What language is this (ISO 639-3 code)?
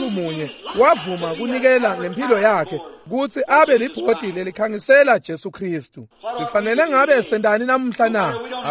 ssw